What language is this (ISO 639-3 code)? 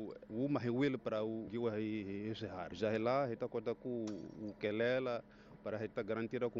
tso